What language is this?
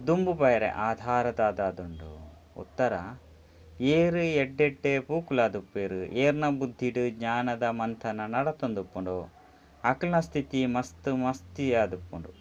Tulu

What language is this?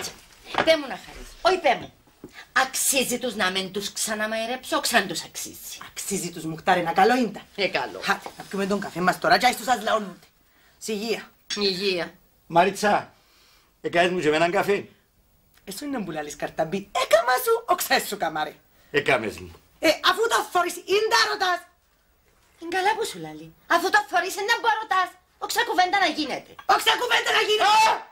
Greek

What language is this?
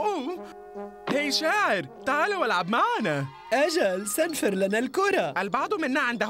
Arabic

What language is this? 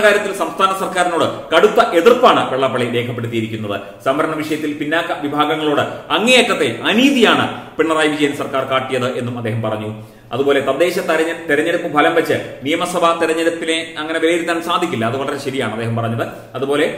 Malayalam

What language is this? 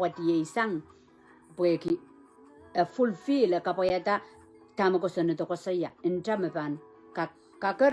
Pohnpeian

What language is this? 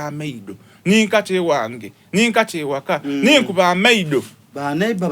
Soga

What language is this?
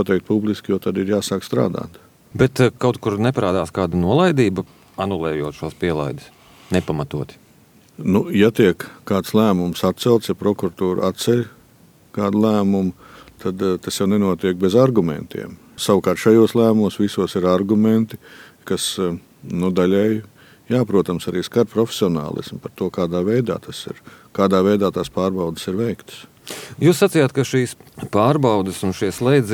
Latvian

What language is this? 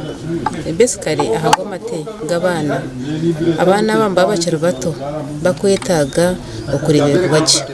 Nyankole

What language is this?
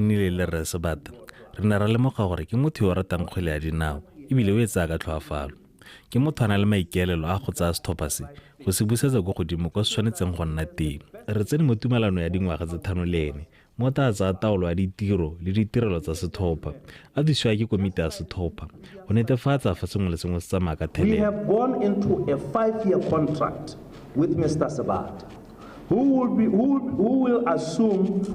Tswana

